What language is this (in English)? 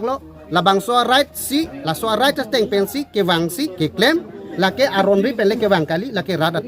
Karbi